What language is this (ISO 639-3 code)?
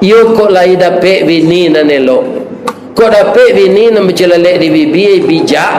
min